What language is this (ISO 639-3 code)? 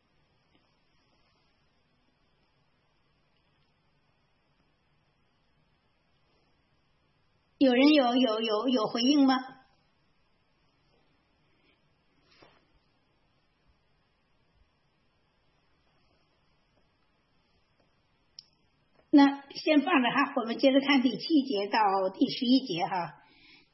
zho